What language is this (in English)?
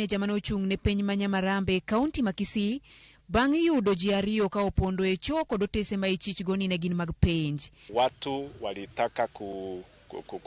Luo (Kenya and Tanzania)